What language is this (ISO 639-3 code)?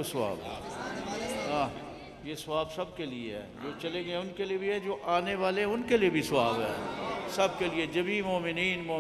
urd